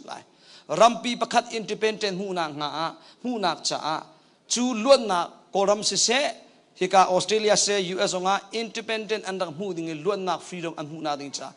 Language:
Hakha Chin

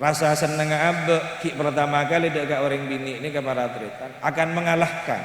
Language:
Madurese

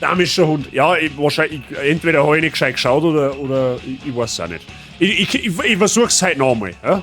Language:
Bavarian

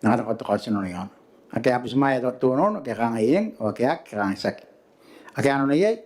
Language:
Gilbertese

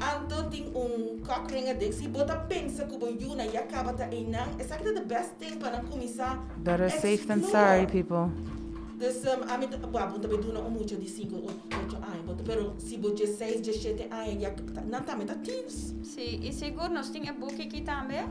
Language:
Papiamento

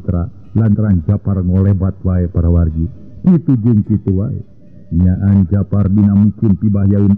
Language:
Sundanese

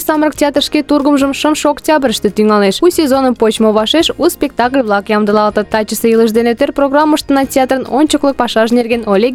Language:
Mari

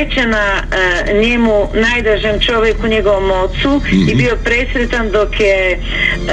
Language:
Croatian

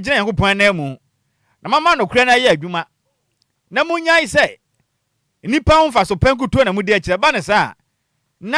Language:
Akan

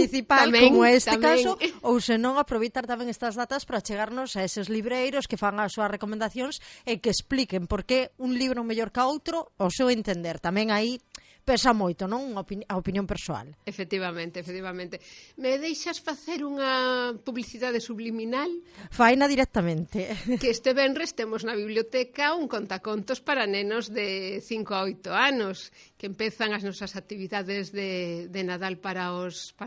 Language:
Galician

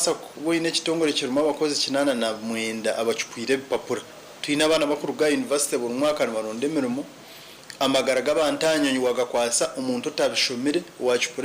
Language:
Nyankole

